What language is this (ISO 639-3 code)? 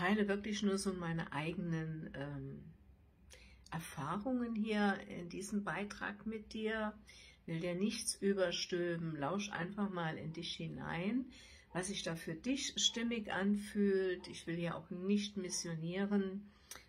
deu